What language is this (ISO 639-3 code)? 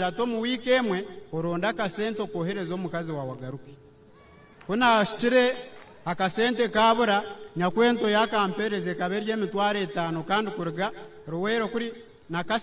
nyn